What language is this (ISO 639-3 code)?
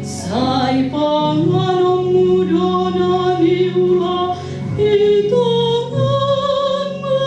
bbc